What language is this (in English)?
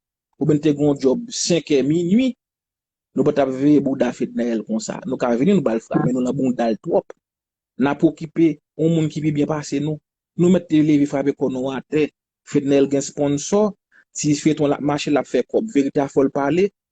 Haitian Creole